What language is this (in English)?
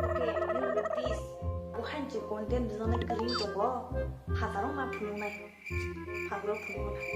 Kok Borok